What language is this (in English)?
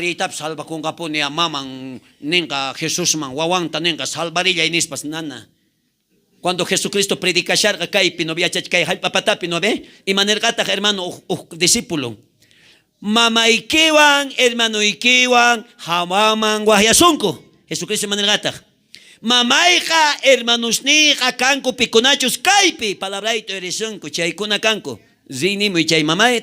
South Bolivian Quechua